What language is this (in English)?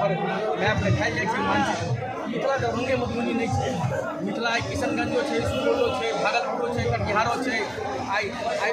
Maithili